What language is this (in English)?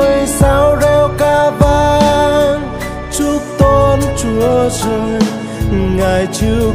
Vietnamese